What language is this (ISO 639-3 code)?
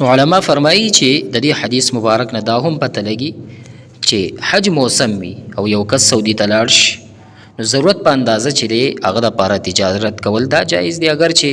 pus